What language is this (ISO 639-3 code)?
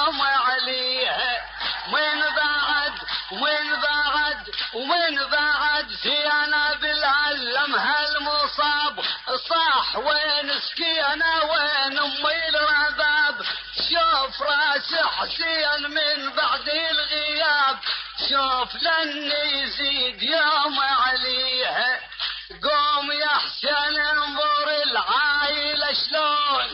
acm